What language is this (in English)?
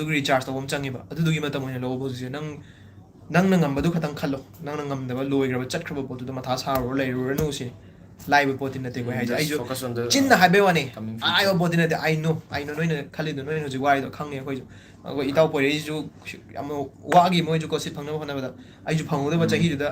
Manipuri